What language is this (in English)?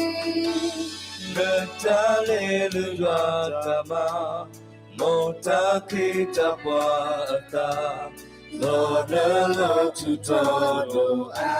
S'gaw Karen